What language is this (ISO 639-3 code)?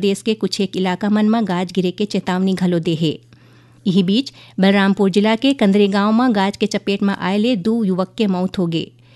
hne